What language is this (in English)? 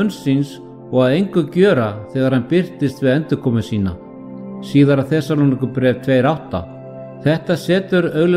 Icelandic